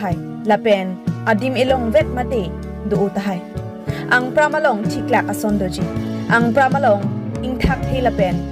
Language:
Karbi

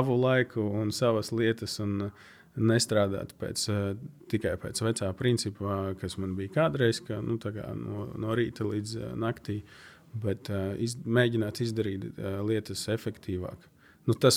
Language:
Latvian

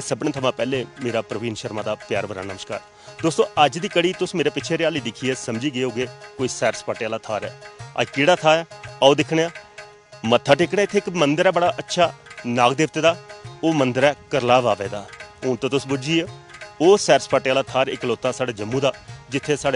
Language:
Dogri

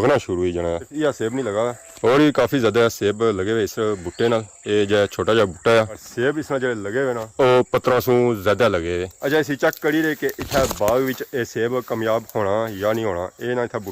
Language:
Pahari-Potwari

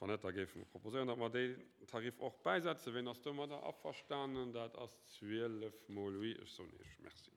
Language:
Luxembourgish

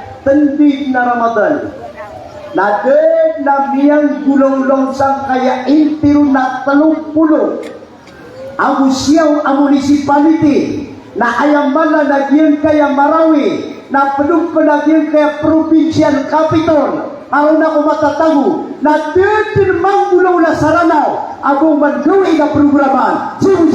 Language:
Maranao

